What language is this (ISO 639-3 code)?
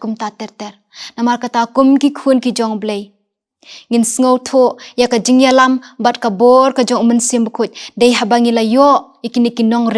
kha